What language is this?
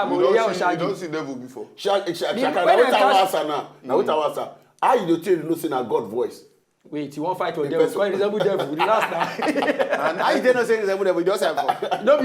Nigerian Pidgin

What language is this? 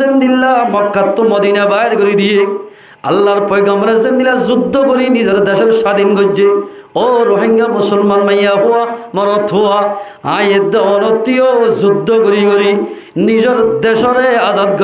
Rohingya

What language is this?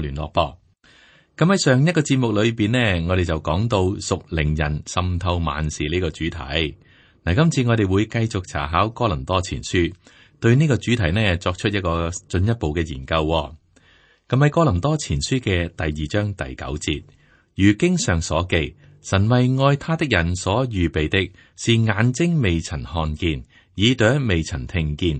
Cantonese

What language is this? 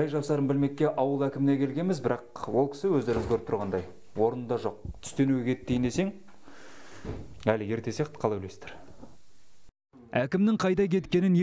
Kazakh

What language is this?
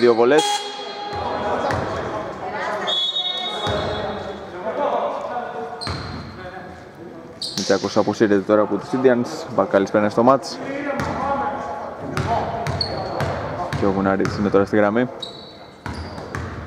Greek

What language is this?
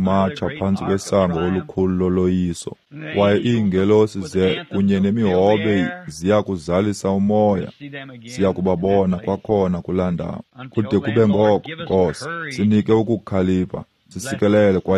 Xhosa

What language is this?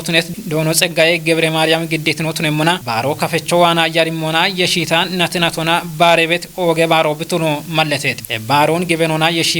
Kafa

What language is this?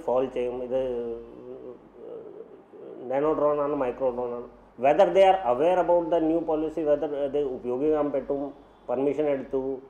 Malayalam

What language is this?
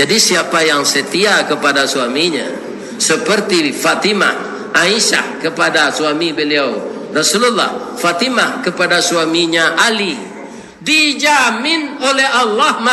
Minangkabau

